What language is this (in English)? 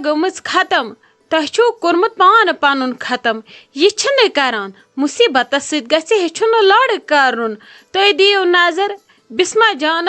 Kashmiri